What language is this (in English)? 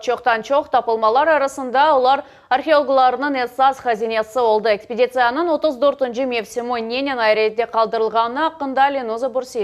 Crimean Tatar